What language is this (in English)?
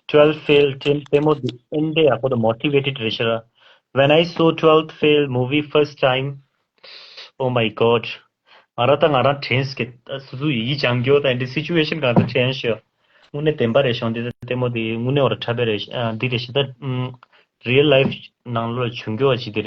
Tibetan